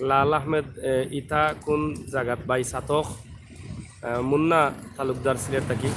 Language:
Sylheti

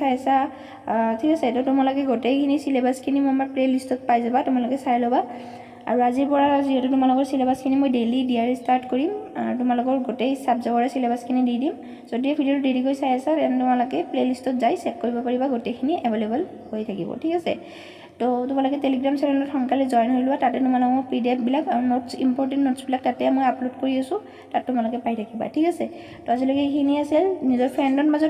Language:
Assamese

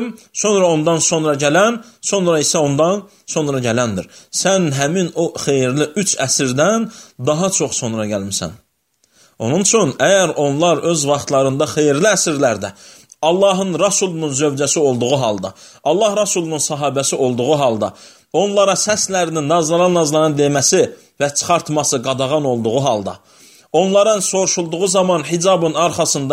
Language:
Azerbaijani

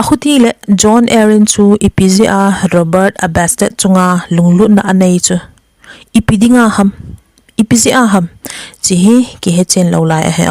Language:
Thado Chin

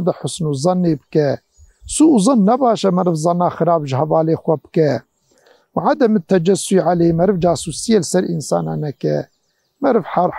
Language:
Kurdish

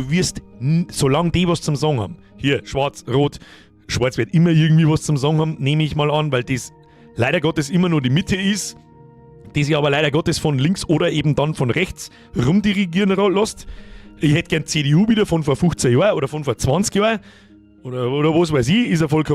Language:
Bavarian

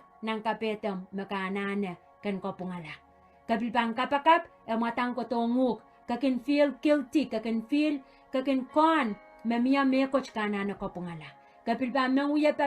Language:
Pohnpeian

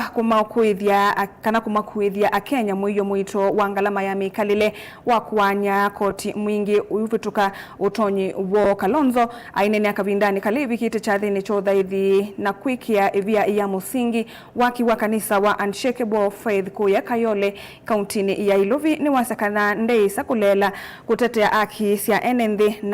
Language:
Kamba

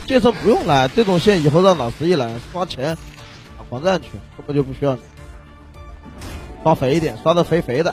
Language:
Chinese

